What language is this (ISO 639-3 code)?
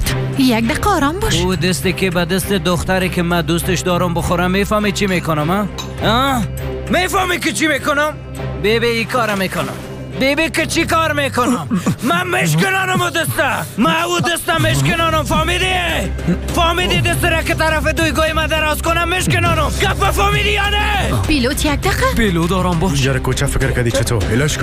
fas